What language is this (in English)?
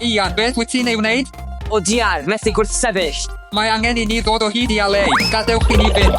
Welsh